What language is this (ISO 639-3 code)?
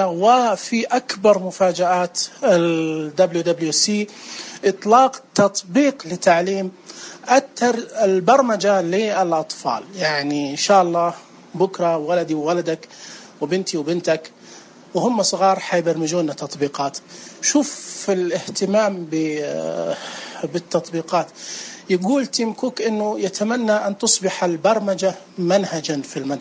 ars